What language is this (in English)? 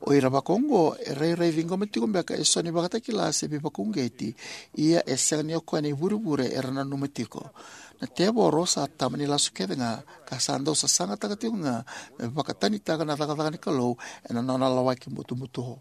Fijian